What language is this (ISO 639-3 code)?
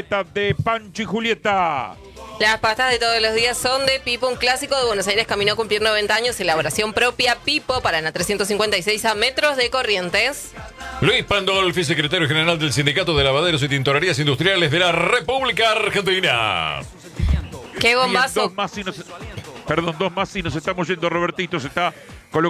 spa